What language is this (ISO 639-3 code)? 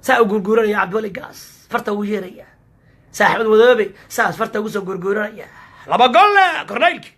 som